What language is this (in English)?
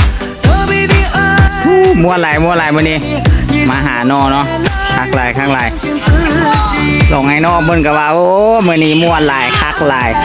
Lao